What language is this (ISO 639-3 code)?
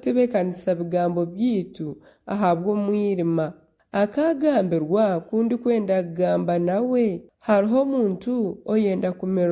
nyn